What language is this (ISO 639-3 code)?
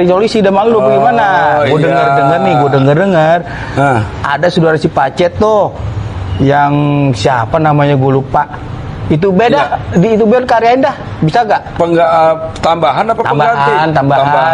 bew